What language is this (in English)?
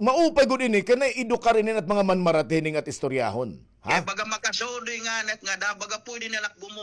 Waray